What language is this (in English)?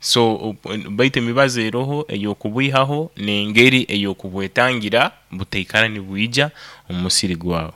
Nyoro